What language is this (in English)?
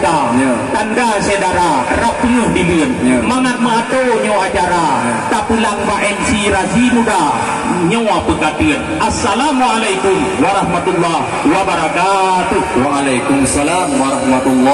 Achinese